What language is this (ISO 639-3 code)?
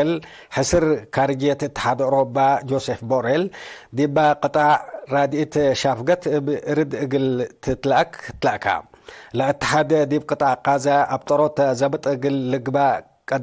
tig